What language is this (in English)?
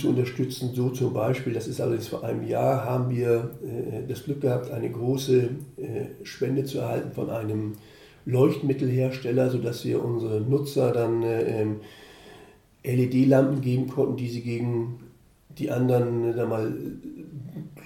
German